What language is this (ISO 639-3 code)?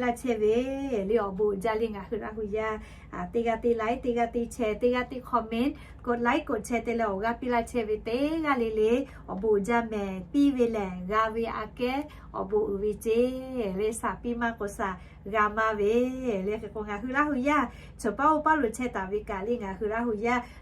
lhu